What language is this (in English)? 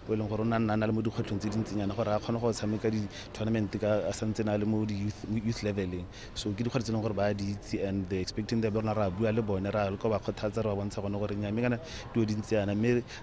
Tswana